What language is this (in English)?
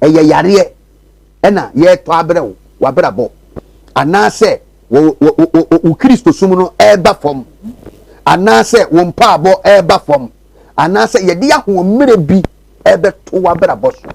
Akan